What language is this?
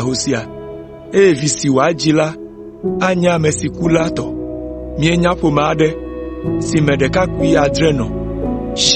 Ewe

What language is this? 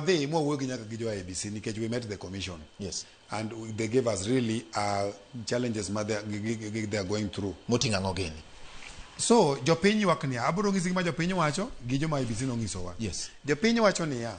Luo (Kenya and Tanzania)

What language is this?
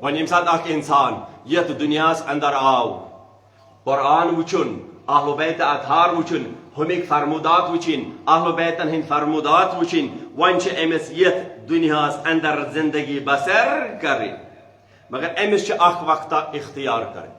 Kashmiri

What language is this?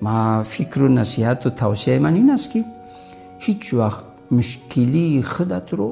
Tajik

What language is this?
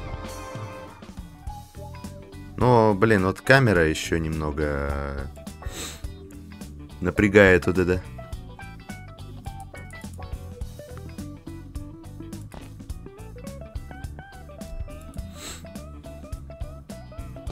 Russian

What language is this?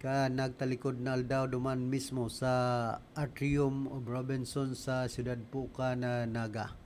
Bikol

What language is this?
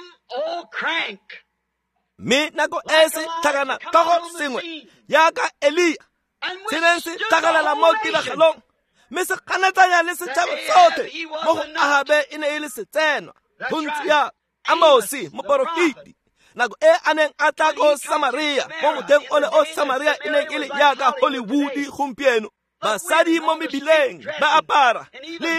Tswana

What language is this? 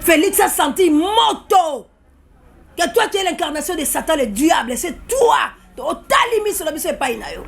Lingala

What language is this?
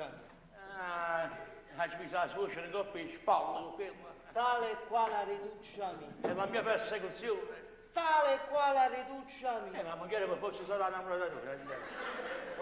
Neapolitan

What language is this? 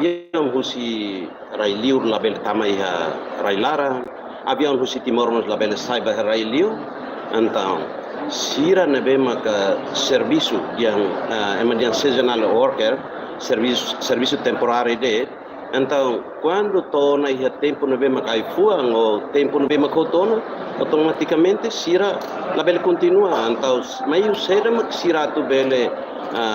Tetum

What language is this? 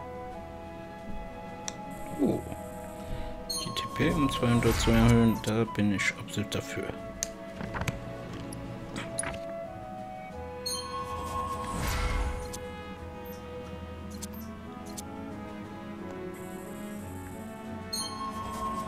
German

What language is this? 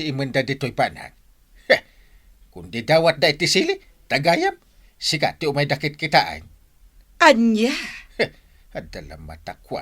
Iloko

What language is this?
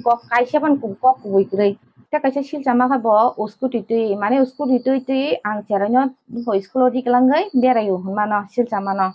Kok Borok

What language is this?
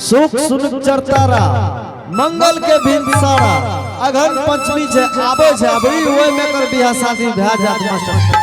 Angika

